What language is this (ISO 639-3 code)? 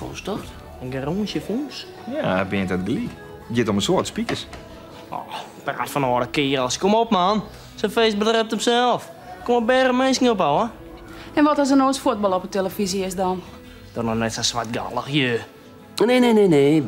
fry